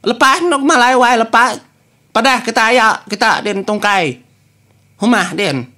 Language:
Iban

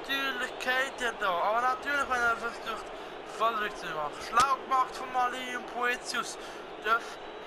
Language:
Swiss German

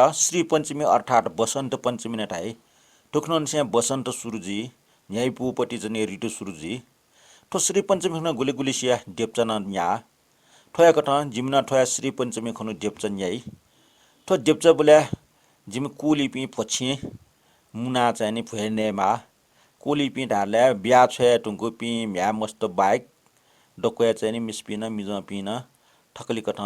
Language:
Newari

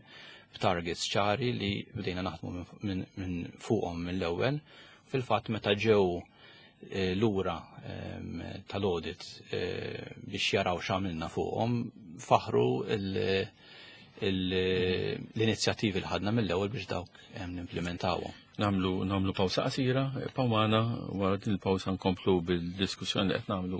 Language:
Maltese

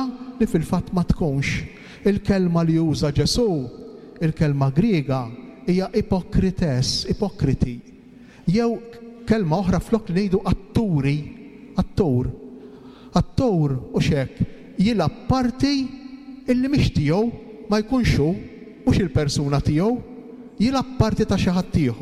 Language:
Maltese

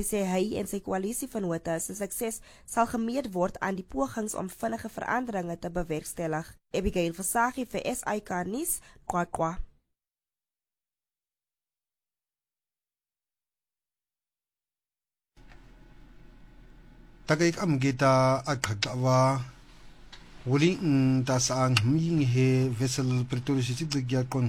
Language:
Afrikaans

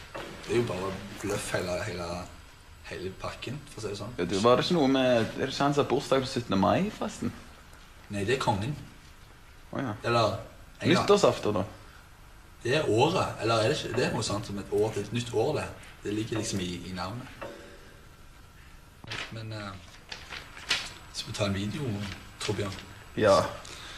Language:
Norwegian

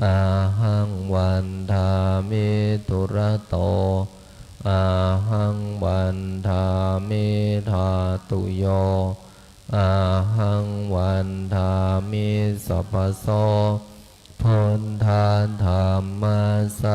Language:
Pali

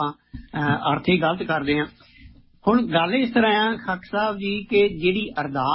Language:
Punjabi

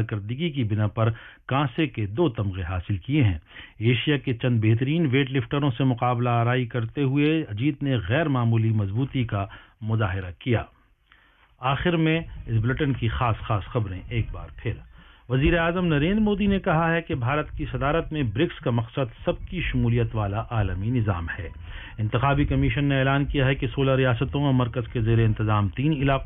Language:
Urdu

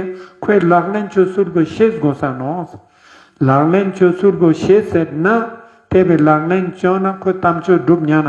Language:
Ladakhi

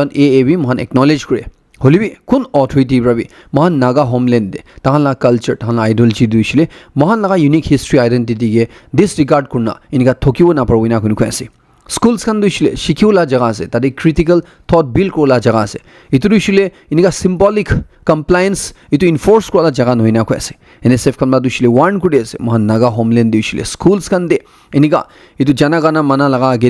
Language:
Naga Pidgin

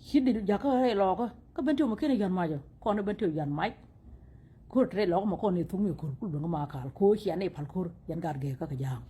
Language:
Nuer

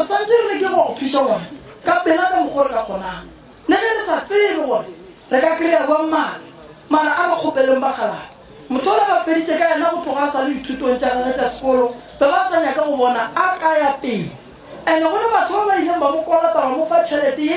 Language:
Northern Sotho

